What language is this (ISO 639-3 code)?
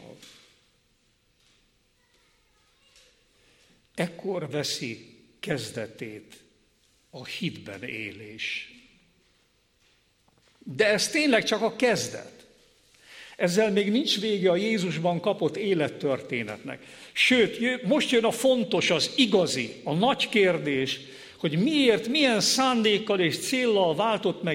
hun